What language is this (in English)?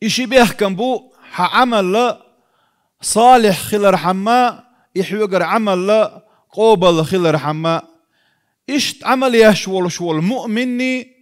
Chechen